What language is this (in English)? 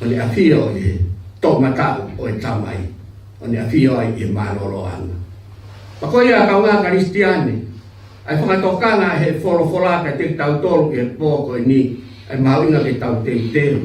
Tongan